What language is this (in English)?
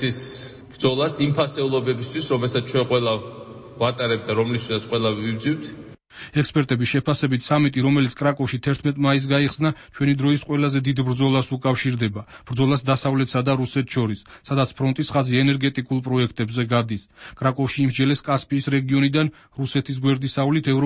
Georgian